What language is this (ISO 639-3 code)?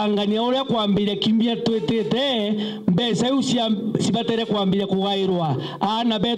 mer